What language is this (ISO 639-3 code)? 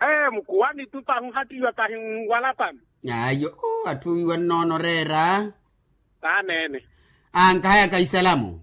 vmw